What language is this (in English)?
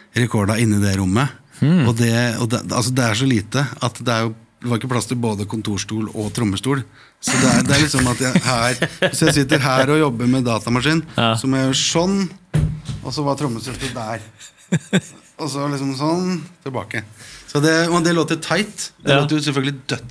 Norwegian